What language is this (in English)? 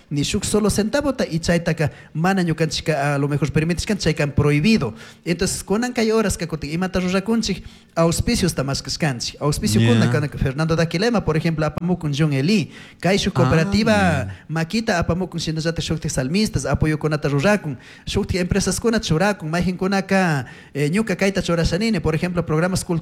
Chimborazo Highland Quichua